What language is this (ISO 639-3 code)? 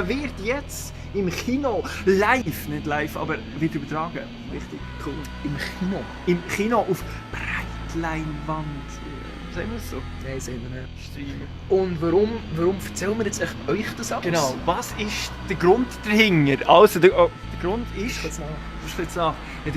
gsw